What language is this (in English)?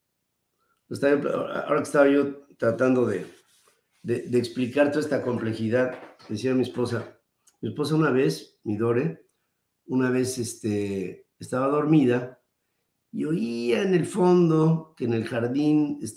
Spanish